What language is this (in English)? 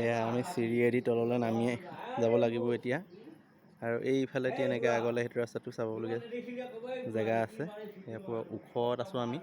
Assamese